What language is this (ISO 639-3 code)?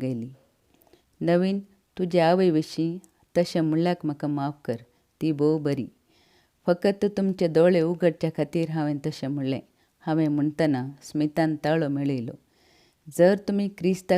kok